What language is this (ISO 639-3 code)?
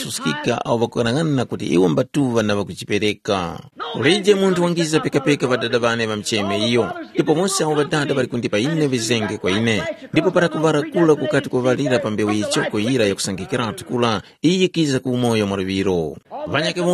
tum